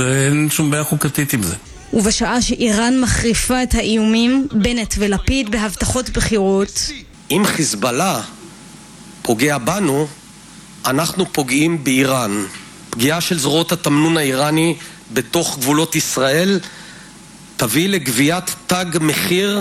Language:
Hebrew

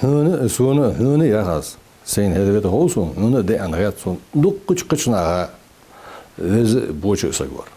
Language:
Ingush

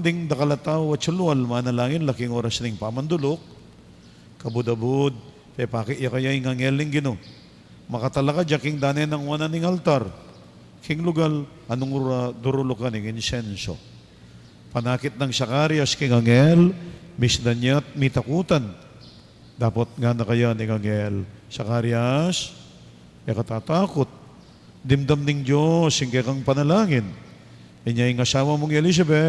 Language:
Pampanga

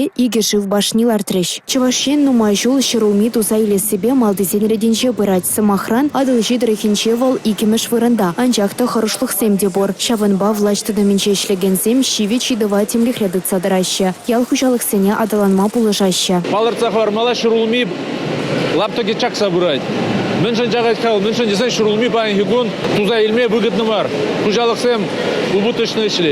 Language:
Chuvash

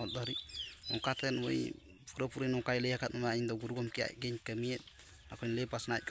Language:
Santali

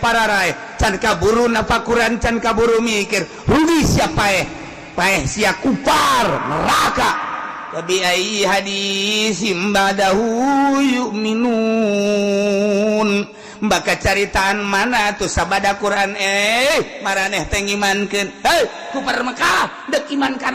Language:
Sundanese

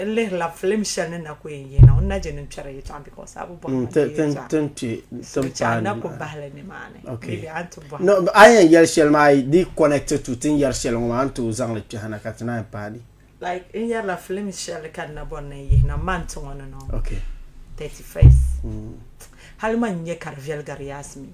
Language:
Dagbani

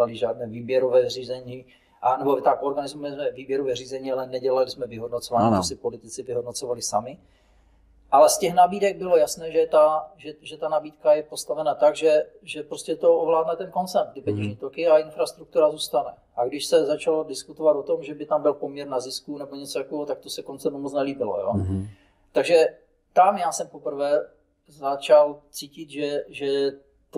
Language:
Czech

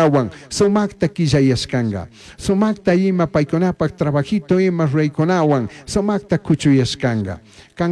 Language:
Chimborazo Highland Quichua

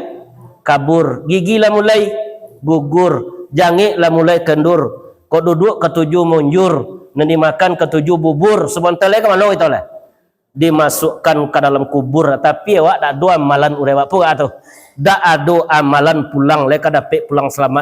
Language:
Minangkabau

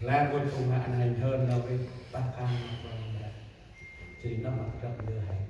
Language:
Central Mnong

